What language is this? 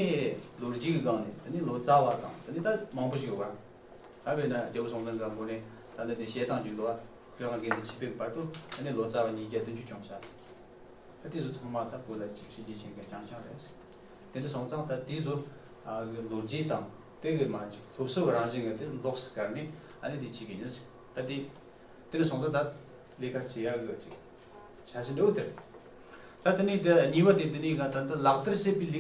Tibetan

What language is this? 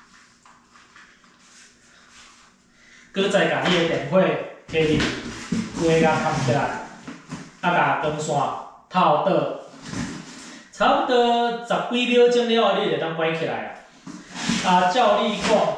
Min Nan Chinese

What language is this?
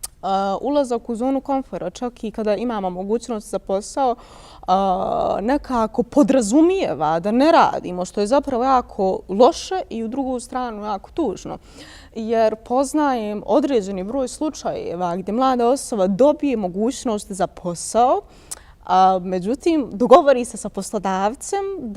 Bosnian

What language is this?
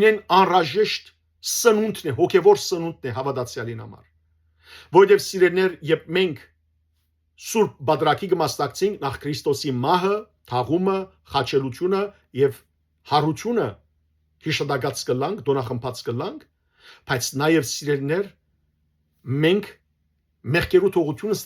Western Armenian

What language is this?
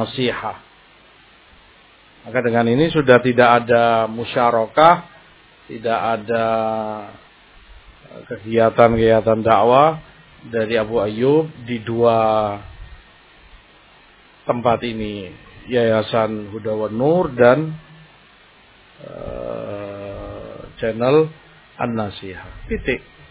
Indonesian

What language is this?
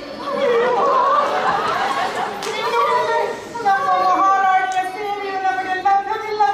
Kannada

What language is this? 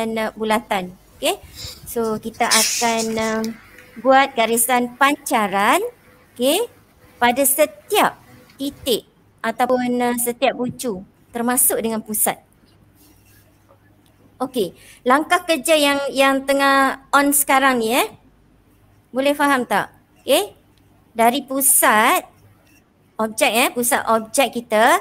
Malay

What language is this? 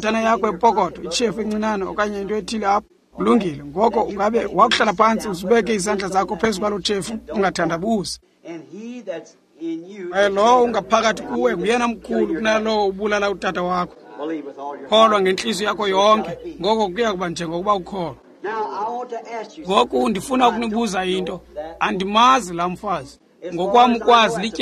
Xhosa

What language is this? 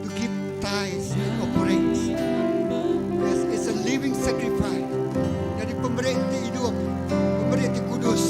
Iban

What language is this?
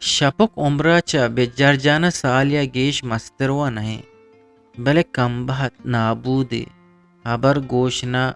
Eastern Balochi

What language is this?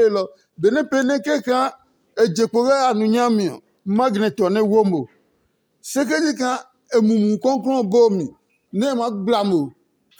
Adangme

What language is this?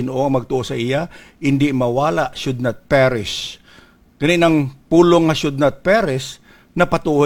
Hiligaynon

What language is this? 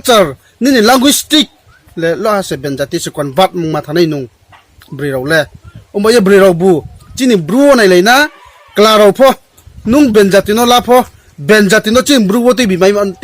Riang (India)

